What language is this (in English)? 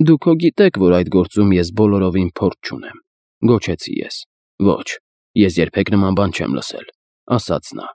Armenian